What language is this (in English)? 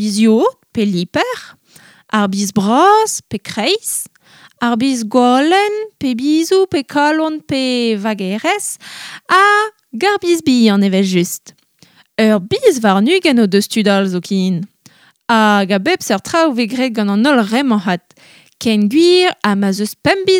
Breton